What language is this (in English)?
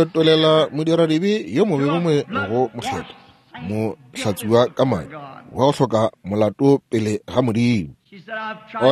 Northern Sotho